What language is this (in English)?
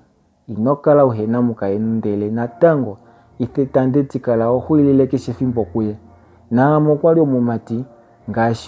Kuanyama